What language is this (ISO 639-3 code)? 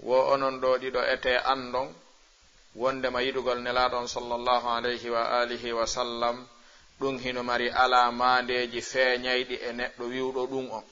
ful